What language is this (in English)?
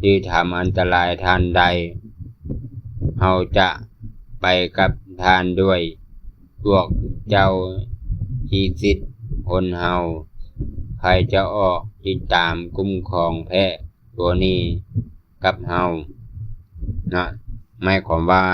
Lao